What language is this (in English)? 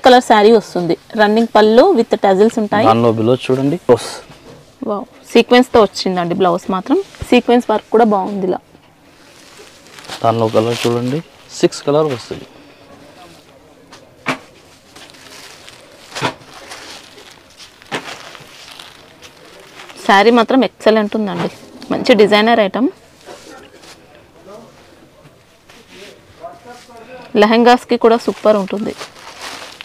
Telugu